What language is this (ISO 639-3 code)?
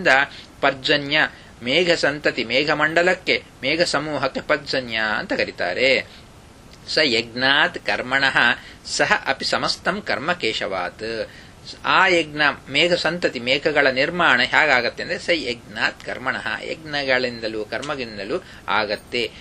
kan